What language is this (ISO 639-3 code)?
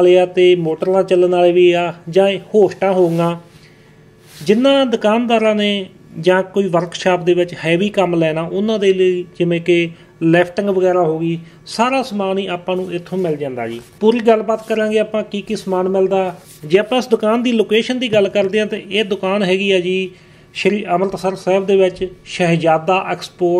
pan